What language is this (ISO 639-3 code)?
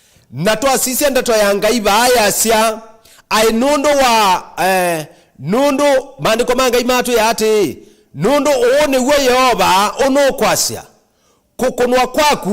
kam